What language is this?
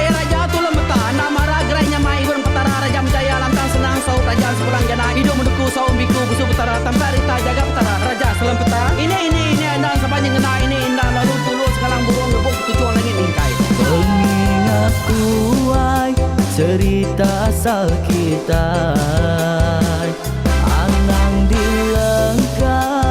Iban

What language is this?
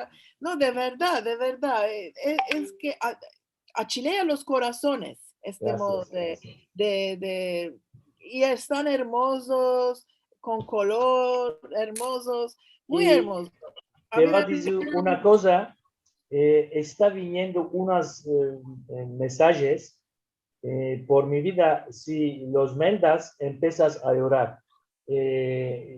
Ladino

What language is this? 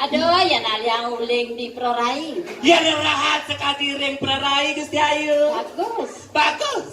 Balinese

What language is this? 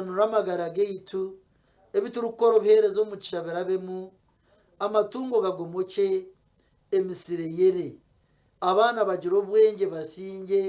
Nyankole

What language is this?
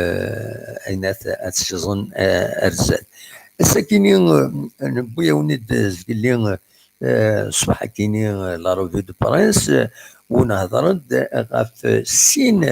Kabyle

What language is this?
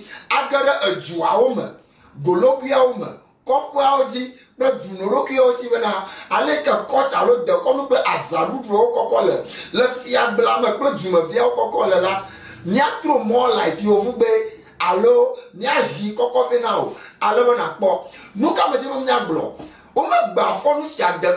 Ewe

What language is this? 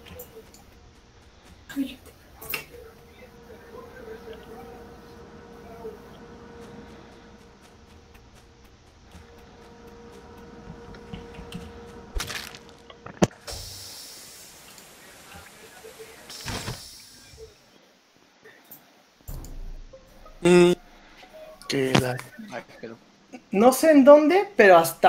Spanish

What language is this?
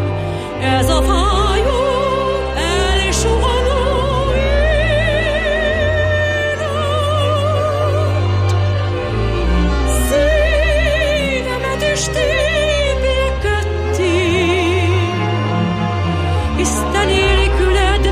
Hungarian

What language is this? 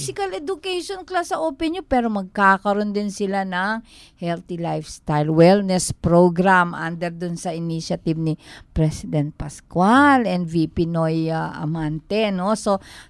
Filipino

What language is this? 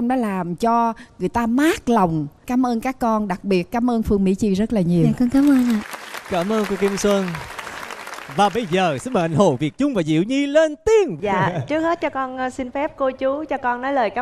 Vietnamese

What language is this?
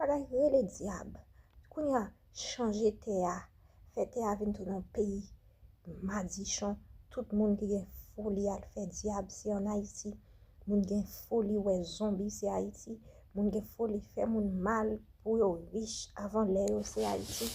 Haitian Creole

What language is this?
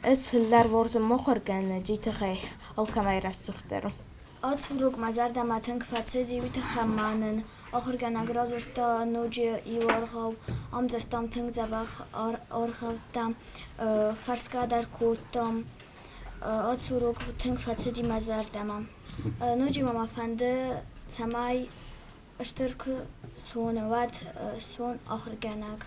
Ossetic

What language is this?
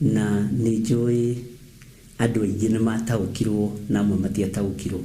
Kikuyu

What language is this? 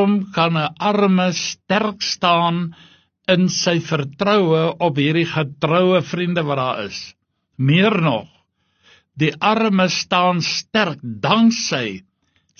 Afrikaans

